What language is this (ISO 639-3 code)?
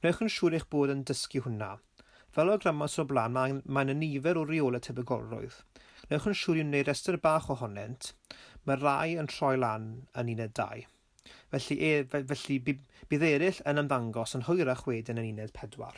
cym